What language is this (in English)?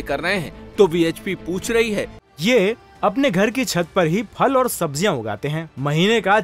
Hindi